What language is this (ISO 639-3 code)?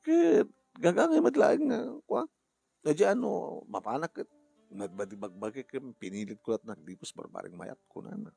ilo